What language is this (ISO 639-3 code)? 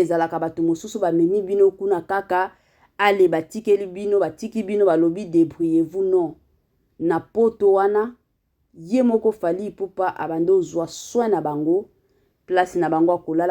lin